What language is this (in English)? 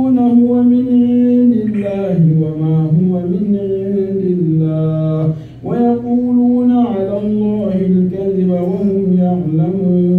Arabic